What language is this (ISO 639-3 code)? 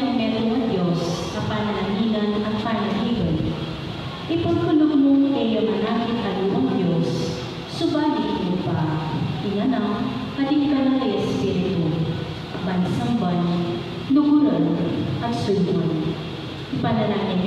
pam